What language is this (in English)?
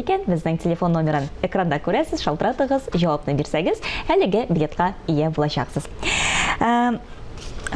Tatar